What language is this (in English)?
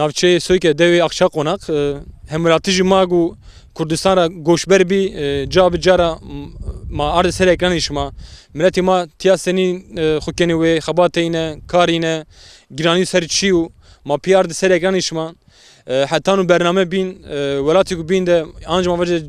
Zaza